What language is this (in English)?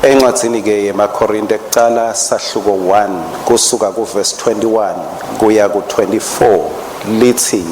Swati